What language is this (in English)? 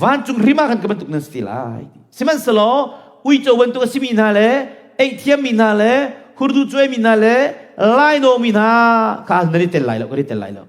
Hakha Chin